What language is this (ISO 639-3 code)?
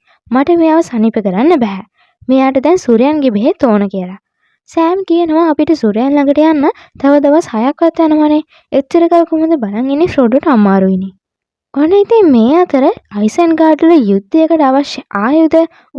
sin